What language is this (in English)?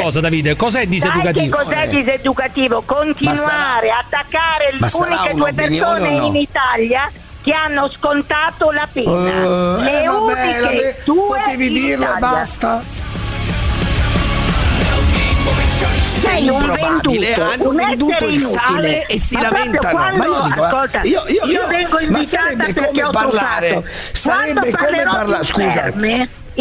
Italian